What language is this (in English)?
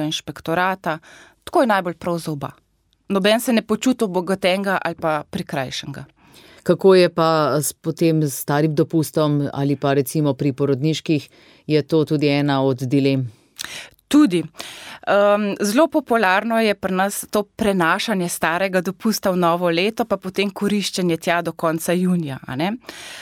Slovenian